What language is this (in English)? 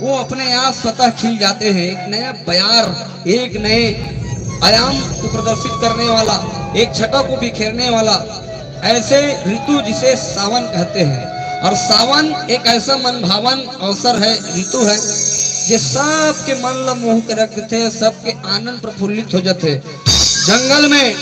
Chhattisgarhi